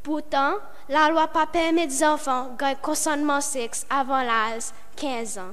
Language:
Seselwa Creole French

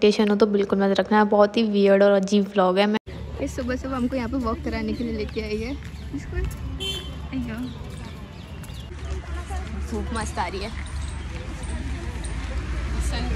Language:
Hindi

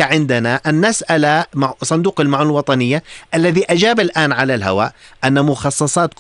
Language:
North Levantine Arabic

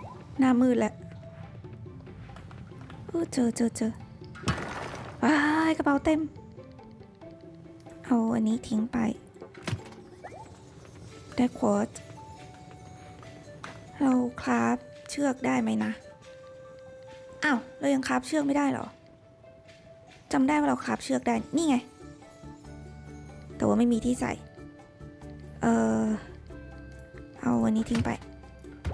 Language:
Thai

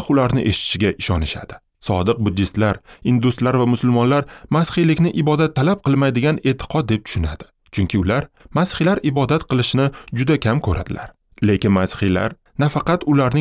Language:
Uzbek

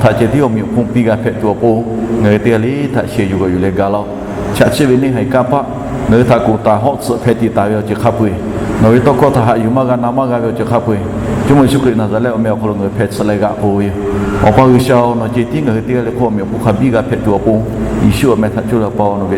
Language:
Lahu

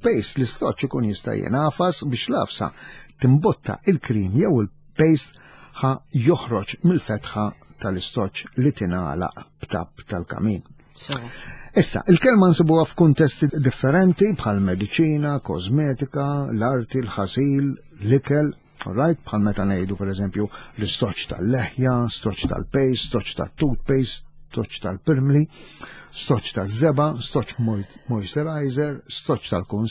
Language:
Maltese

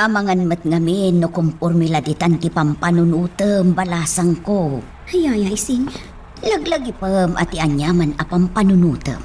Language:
Iloko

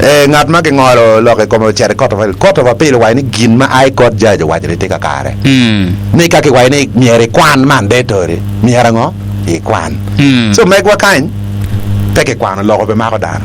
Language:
Acoli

